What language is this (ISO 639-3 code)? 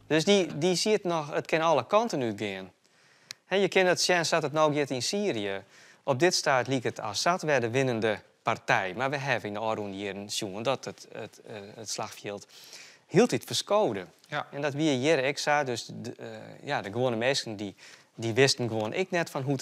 fry